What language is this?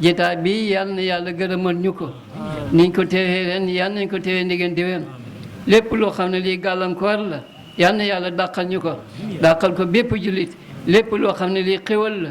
Wolof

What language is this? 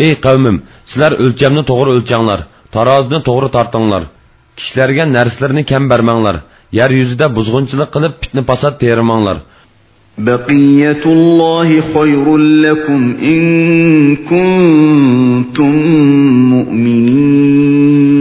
Uyghur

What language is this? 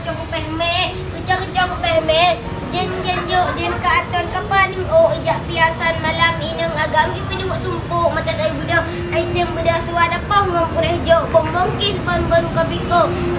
Achinese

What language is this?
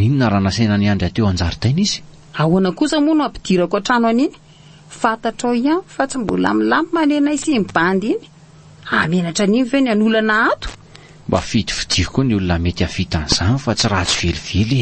Malagasy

